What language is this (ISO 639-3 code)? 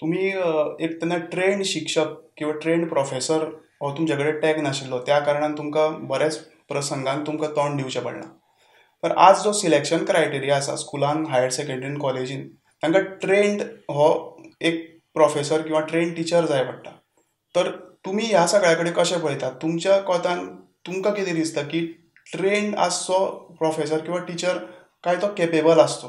kok